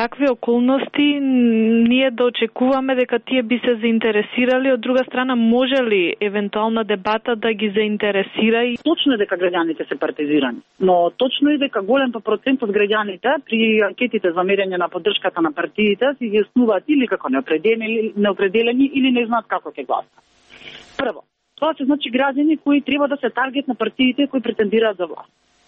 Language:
Macedonian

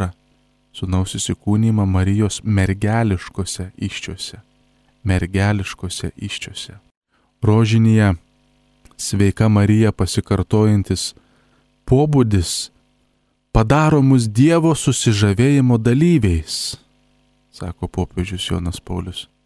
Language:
Lithuanian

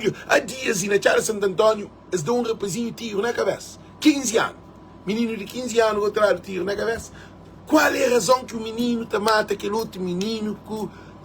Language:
Kabuverdianu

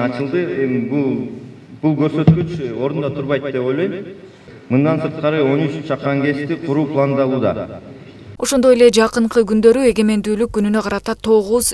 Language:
Kyrgyz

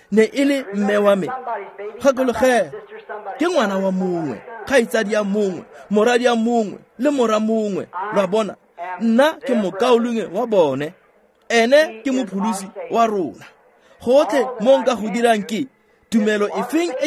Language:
Tswana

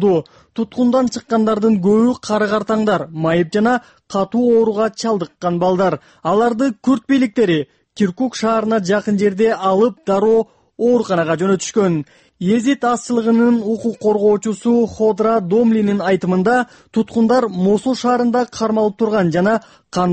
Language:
Kyrgyz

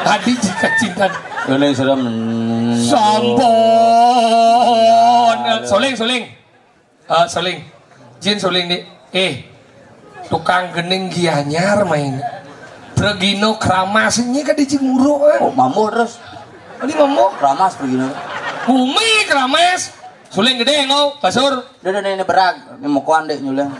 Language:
Balinese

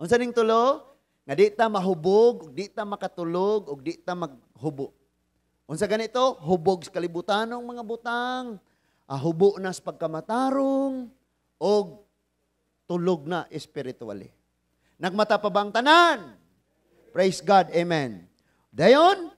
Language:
Cebuano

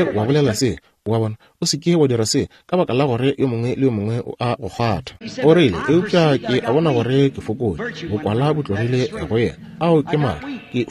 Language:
Northern Sotho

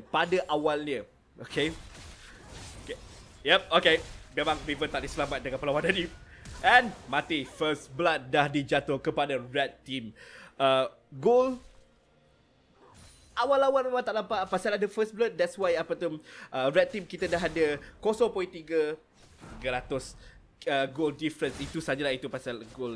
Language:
Malay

